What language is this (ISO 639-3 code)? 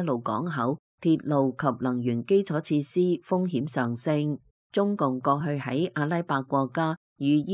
yue